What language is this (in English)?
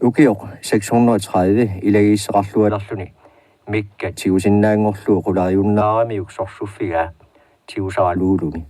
Kalaallisut